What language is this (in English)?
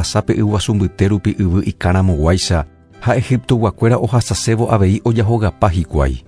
Guarani